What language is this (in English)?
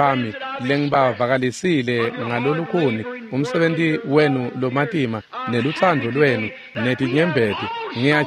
Swati